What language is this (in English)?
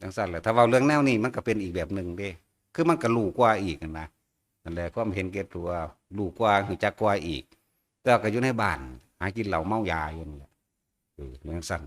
Northeastern Thai